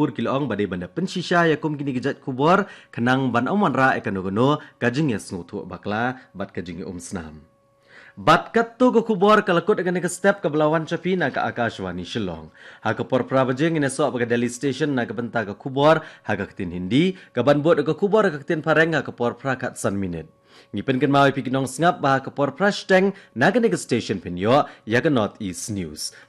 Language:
Khasi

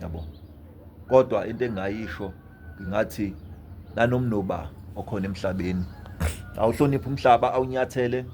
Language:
Zulu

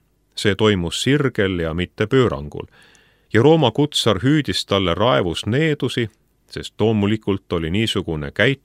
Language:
Estonian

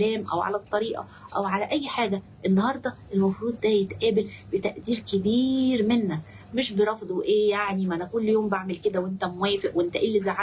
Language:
Egyptian Arabic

